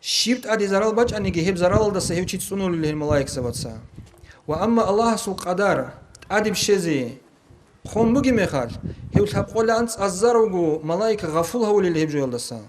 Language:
Avaric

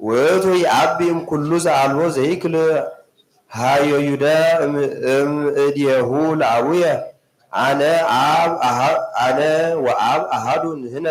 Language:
Geez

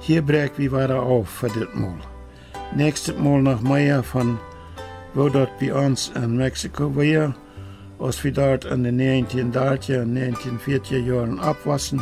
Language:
Plautdietsch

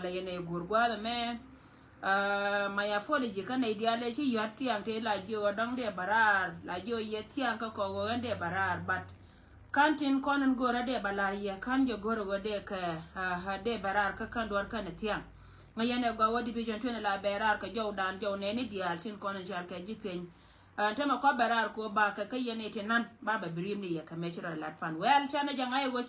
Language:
Nuer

